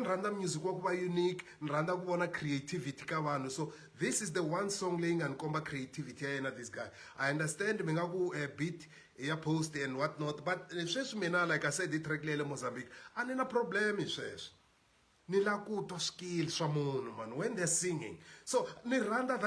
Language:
Tsonga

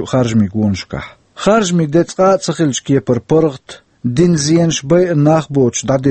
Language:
Chechen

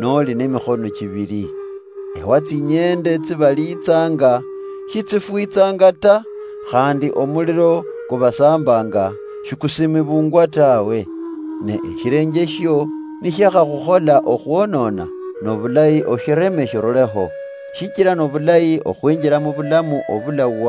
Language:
Luyia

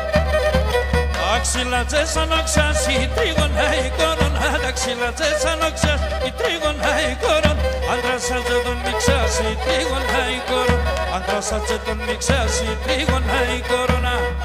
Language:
Pontic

